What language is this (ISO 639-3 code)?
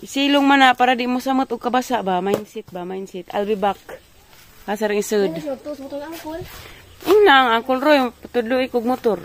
ceb